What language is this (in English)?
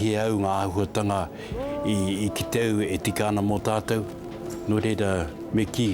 Māori